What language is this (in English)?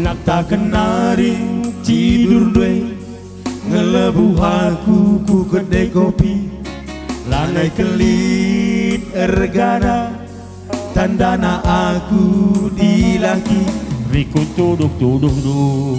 Batak Karo